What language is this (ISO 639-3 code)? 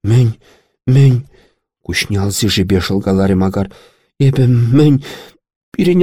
chv